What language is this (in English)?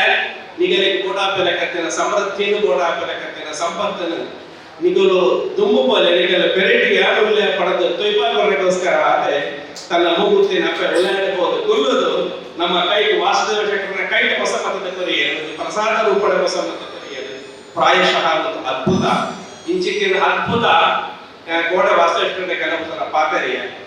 Tulu